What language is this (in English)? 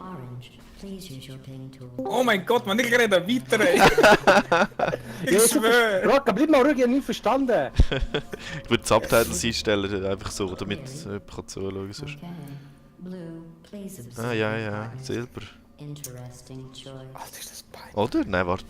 Swiss German